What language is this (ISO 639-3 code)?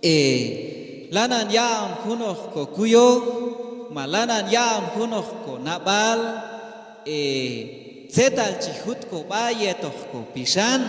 kjb